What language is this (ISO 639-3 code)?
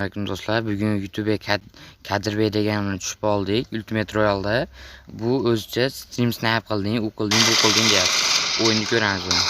uzb